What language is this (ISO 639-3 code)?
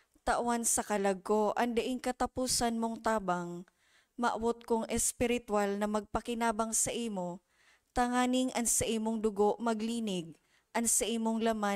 bik